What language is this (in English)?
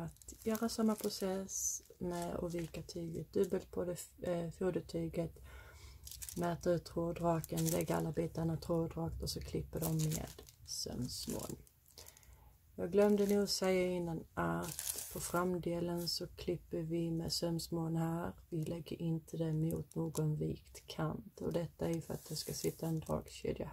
Swedish